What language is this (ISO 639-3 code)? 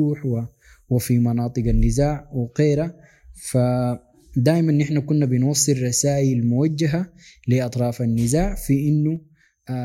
apd